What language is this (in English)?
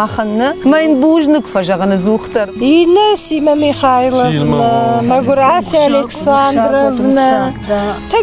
Ossetic